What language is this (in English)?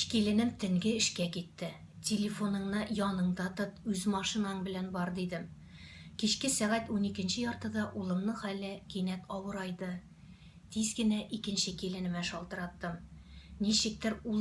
Tatar